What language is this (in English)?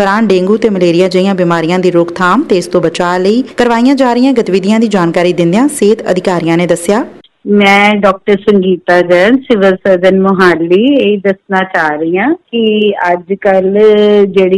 Punjabi